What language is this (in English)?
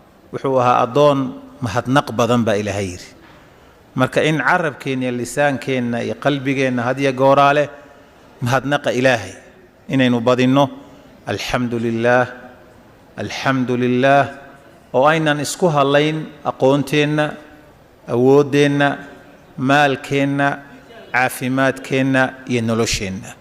Somali